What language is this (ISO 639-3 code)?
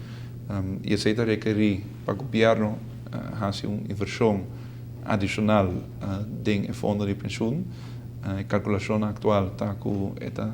pap